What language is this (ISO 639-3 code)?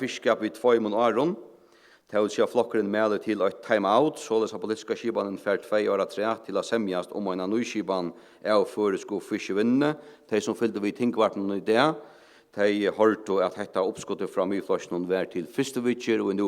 fao